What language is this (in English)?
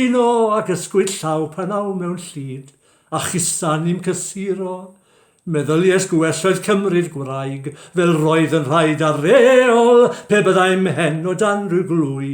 Welsh